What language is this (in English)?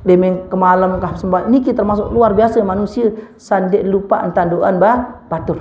Sasak